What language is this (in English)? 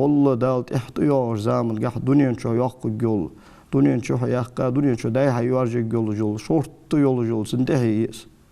Ingush